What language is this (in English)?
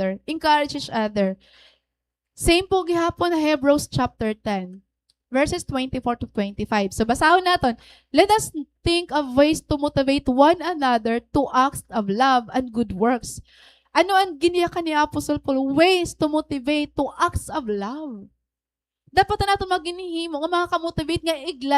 Waray